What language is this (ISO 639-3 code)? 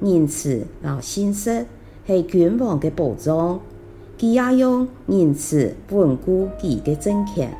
hak